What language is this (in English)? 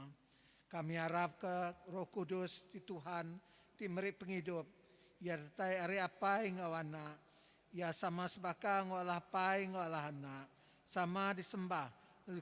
Iban